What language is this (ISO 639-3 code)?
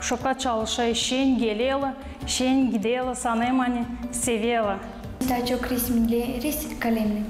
gag